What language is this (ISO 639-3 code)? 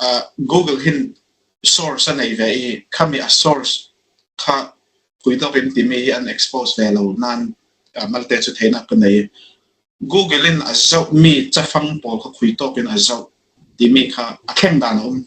cfm